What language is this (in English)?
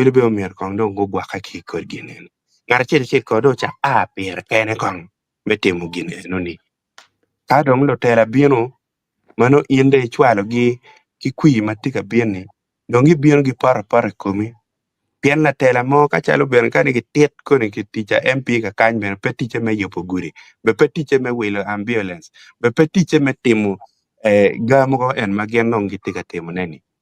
Acoli